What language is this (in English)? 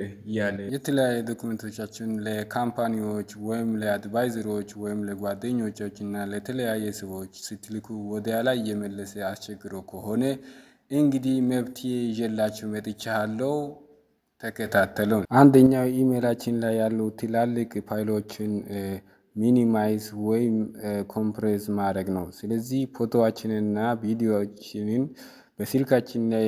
Amharic